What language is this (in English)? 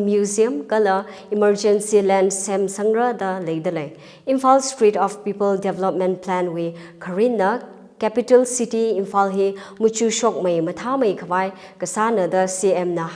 Tangkhul Naga (India)